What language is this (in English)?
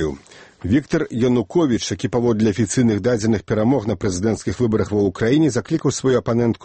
Belarusian